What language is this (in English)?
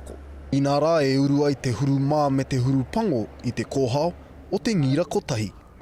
Māori